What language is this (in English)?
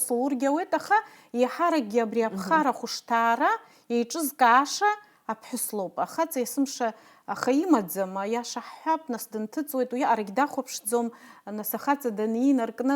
Abkhazian